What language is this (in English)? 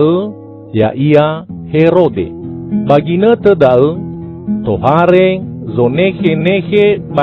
Nias